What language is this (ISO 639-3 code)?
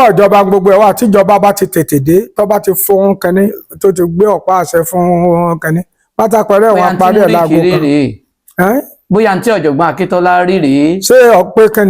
yor